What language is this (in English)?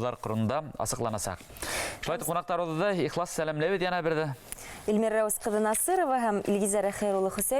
Bashkir